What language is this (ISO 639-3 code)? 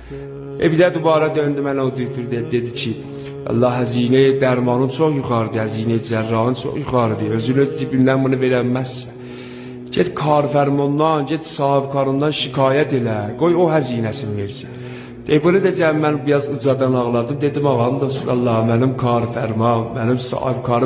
aze